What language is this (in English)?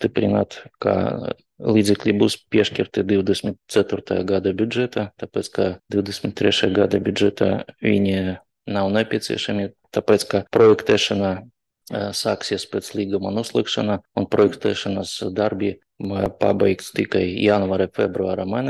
Latvian